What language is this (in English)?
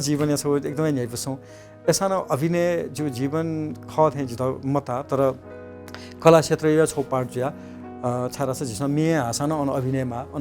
Newari